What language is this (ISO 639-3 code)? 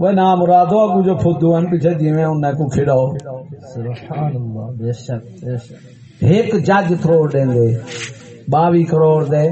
skr